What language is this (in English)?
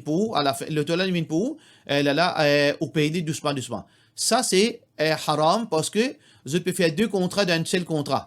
Morisyen